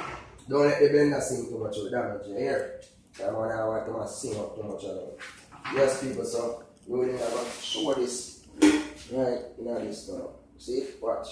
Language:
Jamaican Creole English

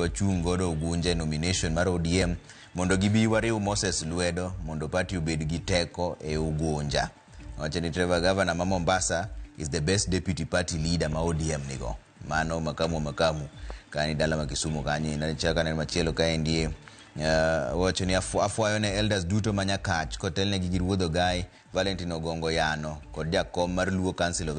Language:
Luo (Kenya and Tanzania)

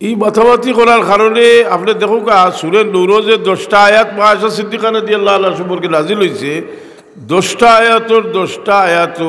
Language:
Sylheti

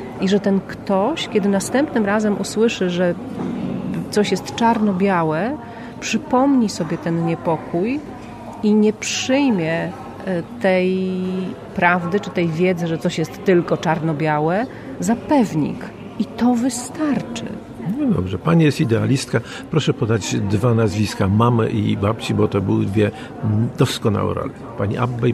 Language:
Polish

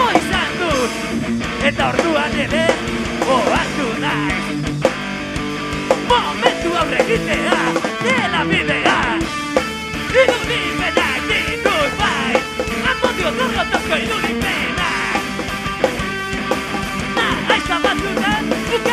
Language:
Basque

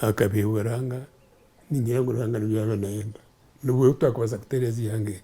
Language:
Nyankole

